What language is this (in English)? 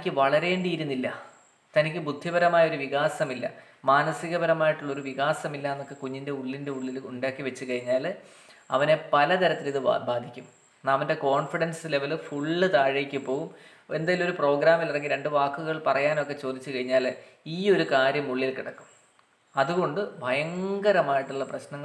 Malayalam